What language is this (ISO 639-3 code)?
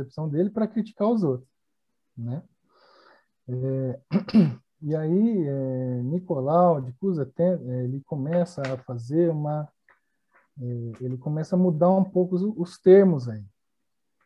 por